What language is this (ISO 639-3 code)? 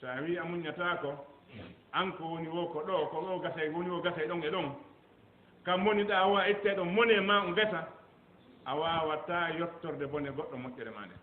ful